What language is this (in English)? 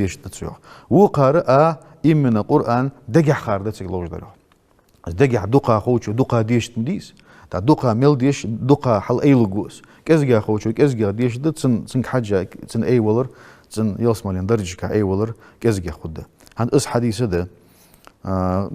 Ingush